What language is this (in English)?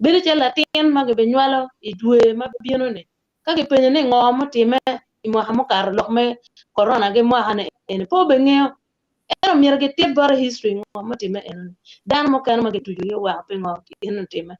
Acoli